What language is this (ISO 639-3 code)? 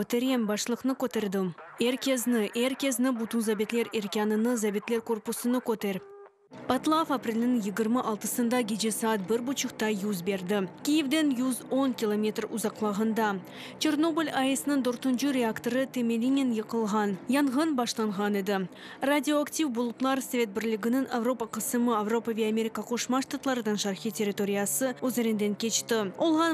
crh